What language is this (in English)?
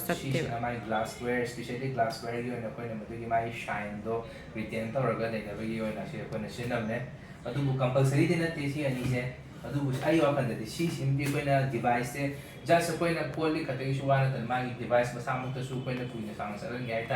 Manipuri